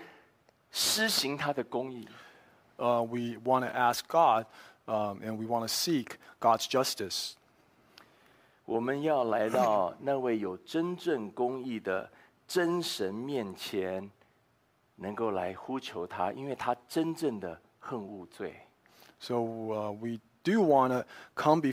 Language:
Chinese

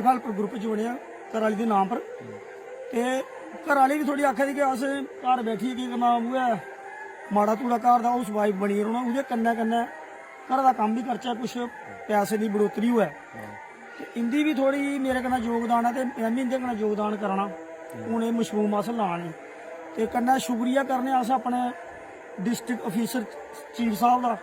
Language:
Dogri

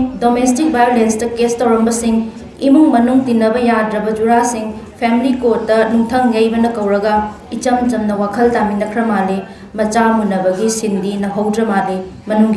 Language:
Manipuri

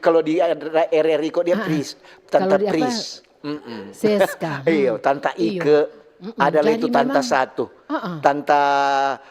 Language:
Manado Malay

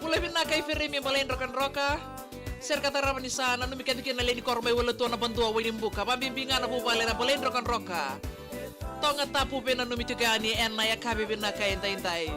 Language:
Fijian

